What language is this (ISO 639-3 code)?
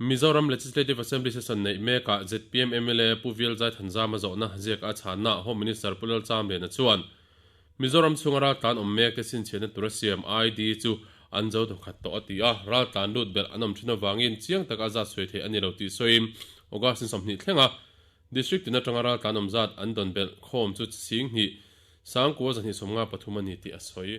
lus